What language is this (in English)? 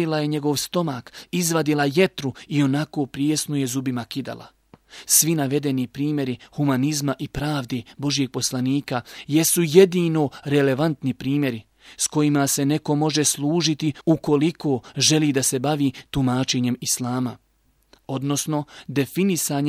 Bosnian